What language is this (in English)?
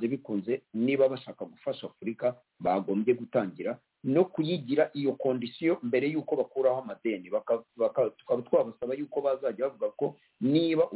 Kinyarwanda